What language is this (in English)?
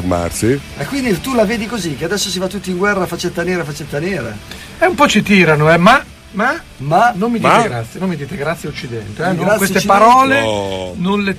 Italian